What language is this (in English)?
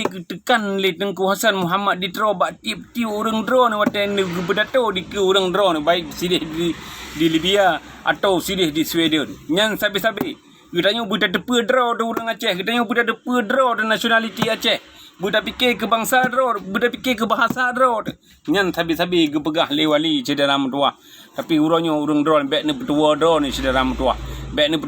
Achinese